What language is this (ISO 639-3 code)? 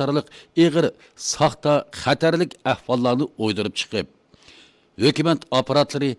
uig